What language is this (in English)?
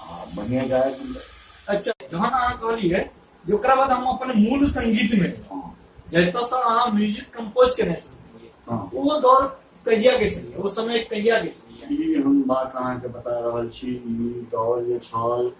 Maithili